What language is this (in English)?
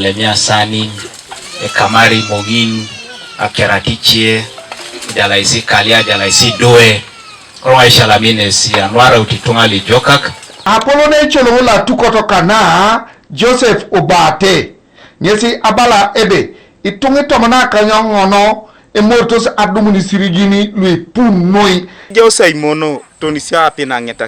Teso